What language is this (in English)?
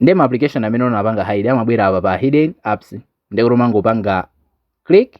Nyanja